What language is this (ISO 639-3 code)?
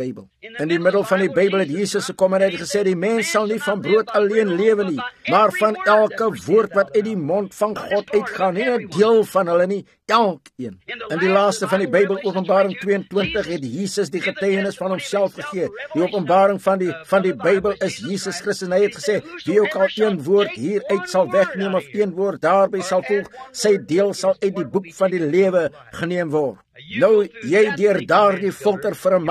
afr